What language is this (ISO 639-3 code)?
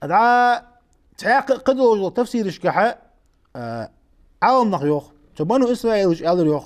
inh